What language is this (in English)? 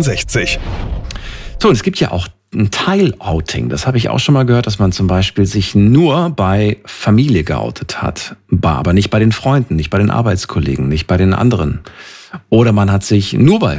German